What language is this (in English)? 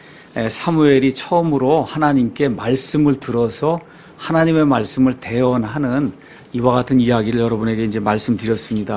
Korean